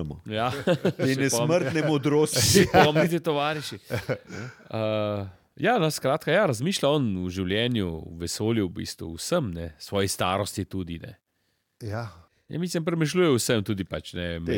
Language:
Slovenian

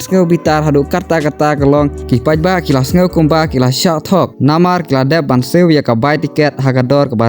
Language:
Khasi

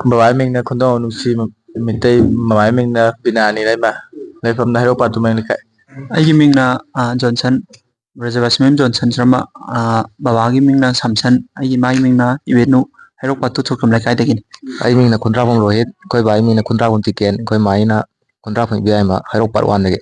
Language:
Manipuri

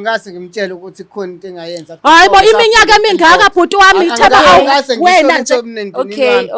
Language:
Zulu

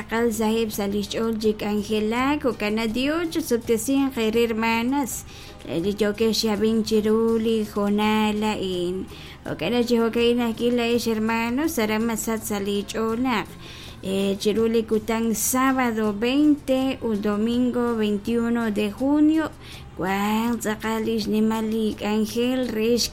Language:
Kekchí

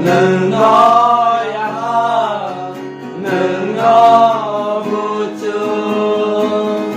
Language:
Kok Borok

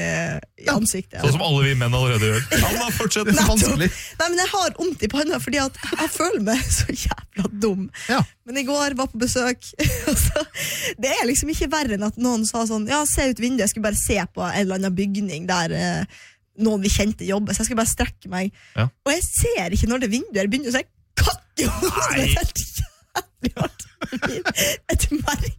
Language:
Norwegian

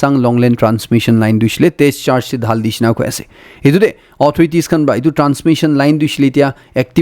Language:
Naga Pidgin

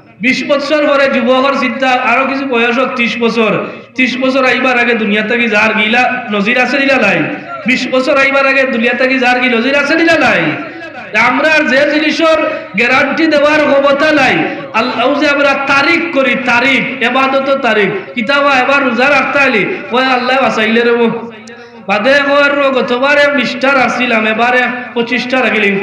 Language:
Sylheti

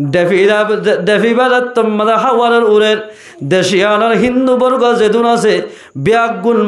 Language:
Rohingya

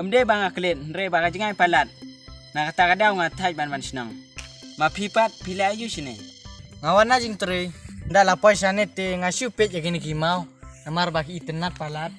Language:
Khasi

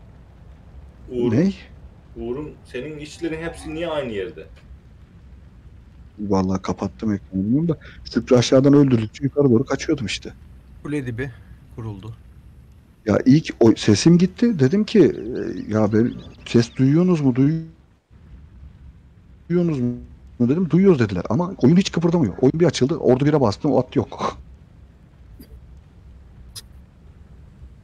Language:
Turkish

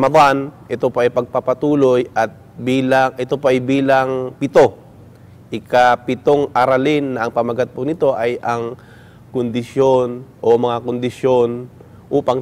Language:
Filipino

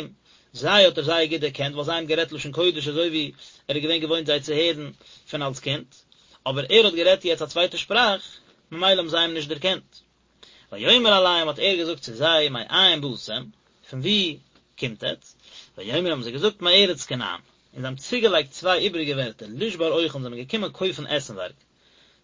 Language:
Yiddish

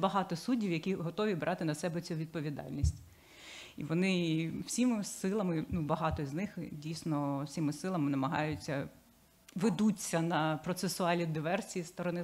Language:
Ukrainian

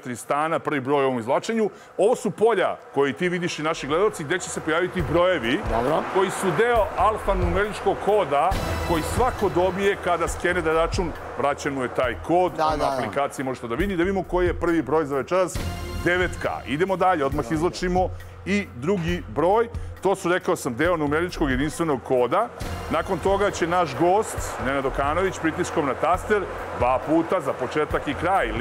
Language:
Serbian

